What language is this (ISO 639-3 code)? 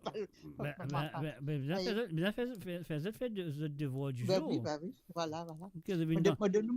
mfe